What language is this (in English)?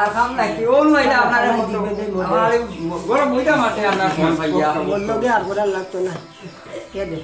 Sylheti